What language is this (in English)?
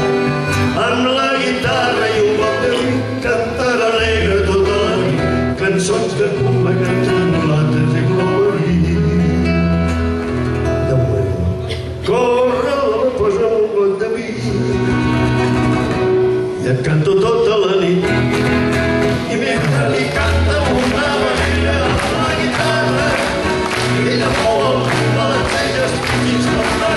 Catalan